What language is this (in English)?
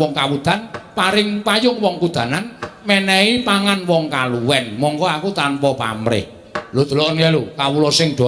Javanese